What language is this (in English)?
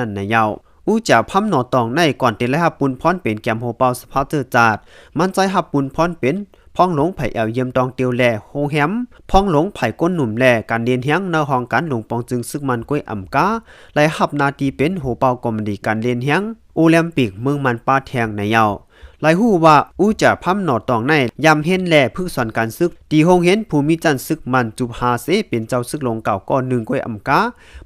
Shan